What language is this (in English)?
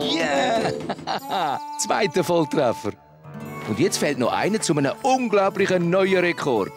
Swiss German